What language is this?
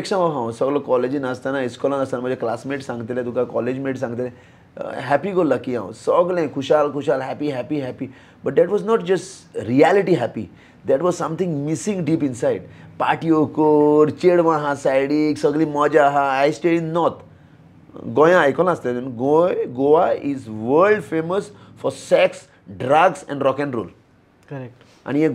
Konkani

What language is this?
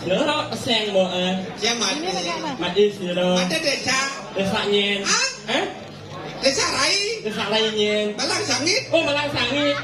Balinese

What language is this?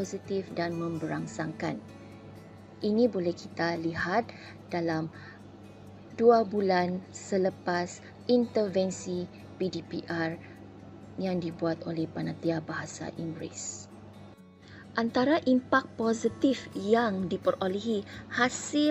Malay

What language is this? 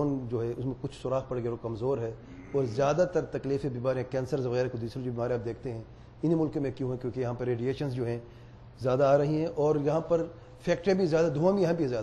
Urdu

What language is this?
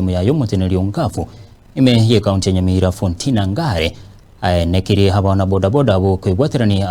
Gusii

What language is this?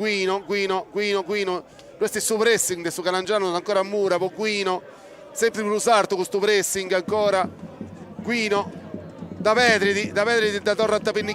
Sardinian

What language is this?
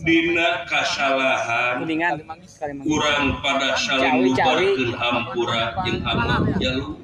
Sundanese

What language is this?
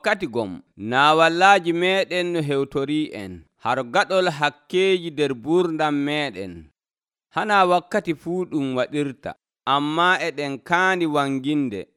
Nigerian Fulfulde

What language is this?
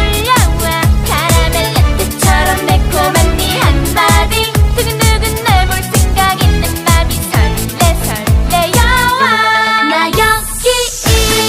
Korean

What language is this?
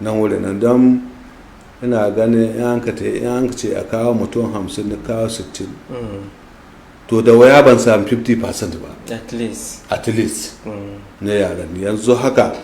Hausa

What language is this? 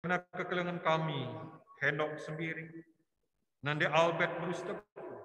Batak Karo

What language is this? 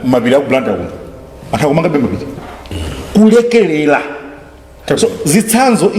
Nyanja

